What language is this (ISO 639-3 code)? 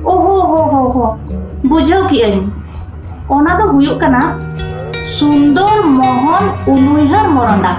sat